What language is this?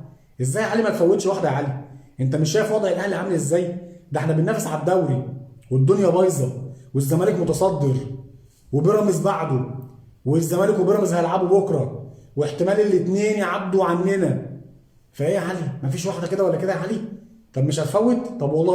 Egyptian Arabic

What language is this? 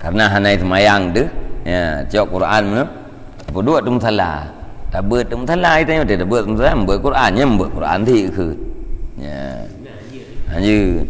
Achinese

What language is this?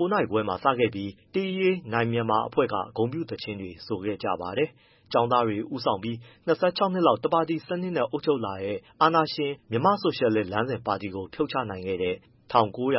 Burmese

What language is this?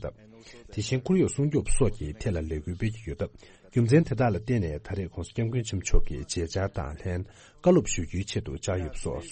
Tibetan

